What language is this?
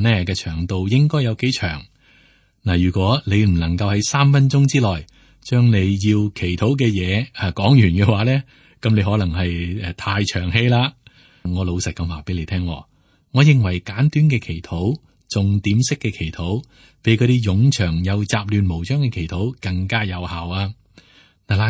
Cantonese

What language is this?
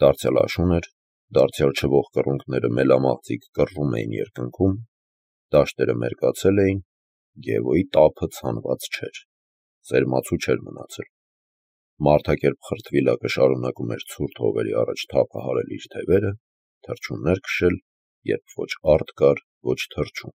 Armenian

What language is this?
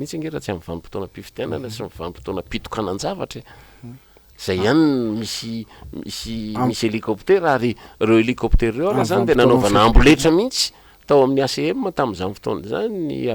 Malagasy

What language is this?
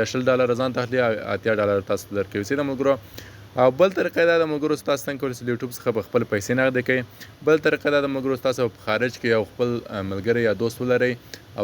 Pashto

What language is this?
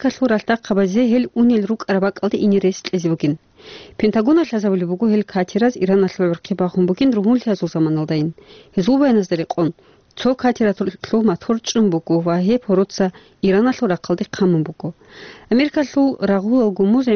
Avaric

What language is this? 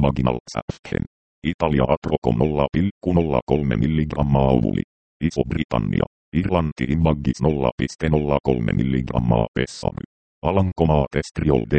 Finnish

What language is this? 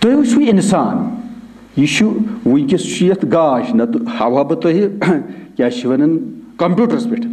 Kashmiri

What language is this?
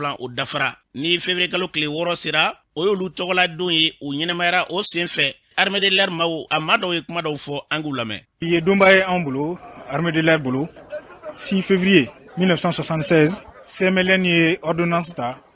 Bambara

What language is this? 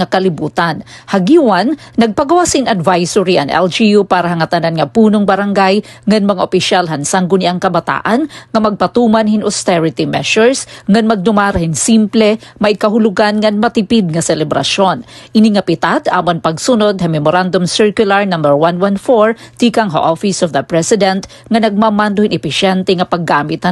Waray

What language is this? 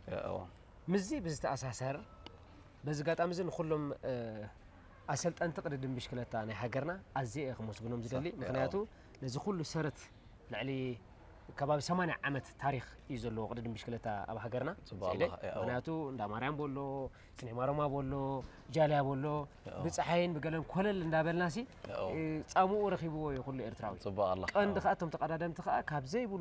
Tigrinya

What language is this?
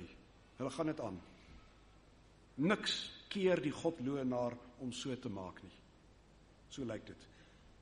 Afrikaans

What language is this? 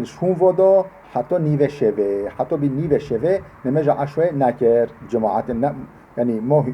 Kurdish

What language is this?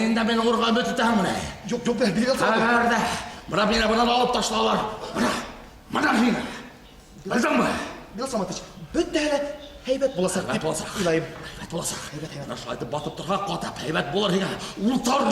Bashkir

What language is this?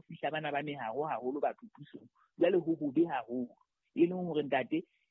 Southern Sotho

